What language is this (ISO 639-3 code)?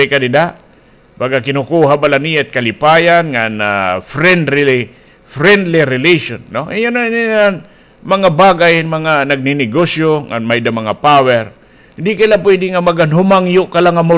war